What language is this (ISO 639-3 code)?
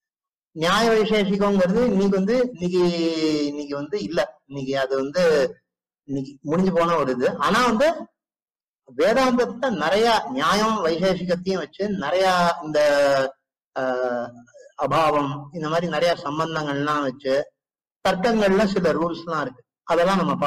tam